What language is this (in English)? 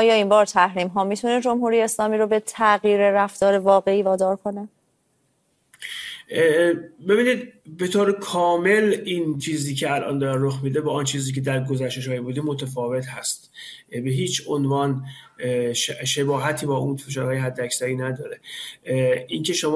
Persian